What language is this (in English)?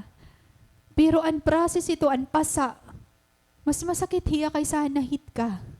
Waray